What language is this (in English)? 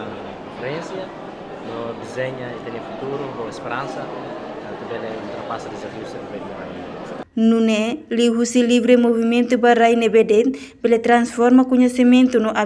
Tetum